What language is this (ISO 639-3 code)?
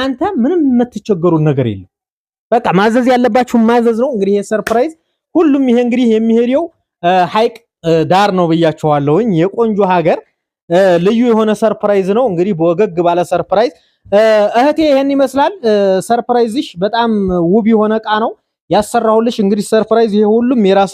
amh